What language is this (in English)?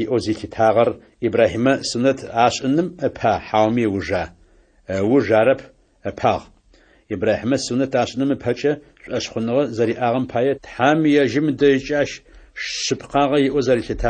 Adyghe